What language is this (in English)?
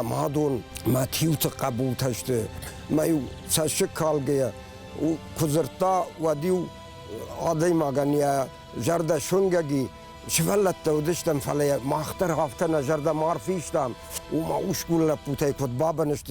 Ossetic